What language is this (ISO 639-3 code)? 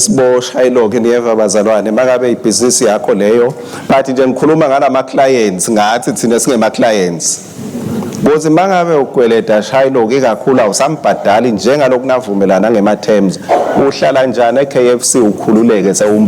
ssw